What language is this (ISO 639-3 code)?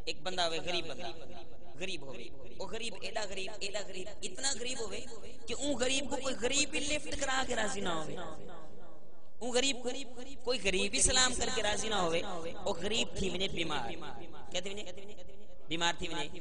skr